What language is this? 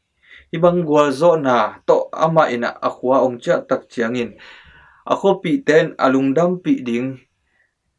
Tedim Chin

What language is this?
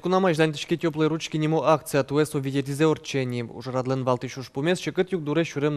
Udmurt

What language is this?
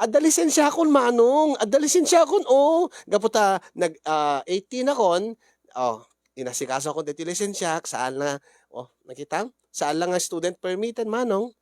Iloko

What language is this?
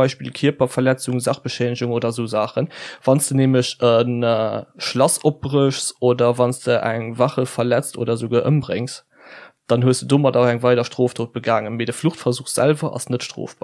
Luxembourgish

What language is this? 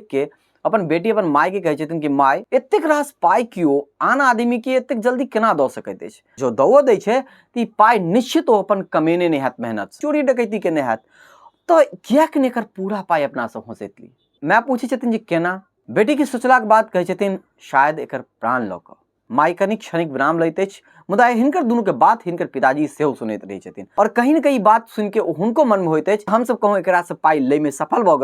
Maithili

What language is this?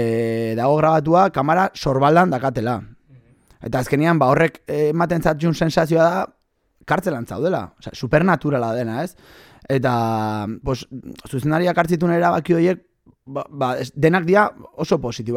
Basque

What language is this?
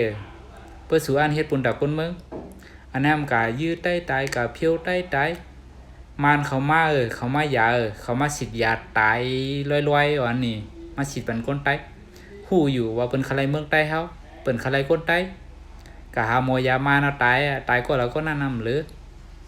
Shan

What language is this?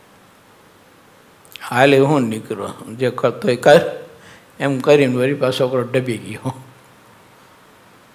Gujarati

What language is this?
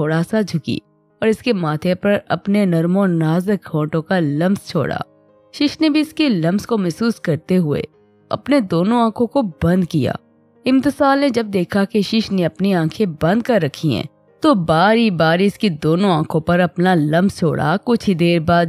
Urdu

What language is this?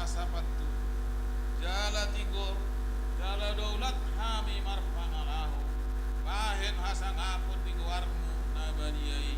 Batak Toba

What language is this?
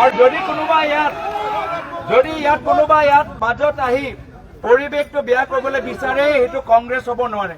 Assamese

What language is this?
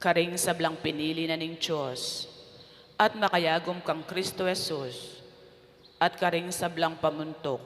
Pampanga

